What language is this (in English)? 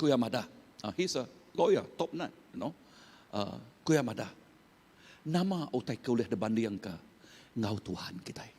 Iban